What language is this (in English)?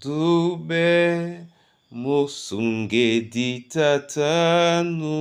Duala